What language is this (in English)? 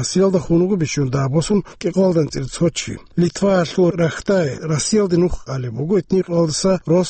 Avaric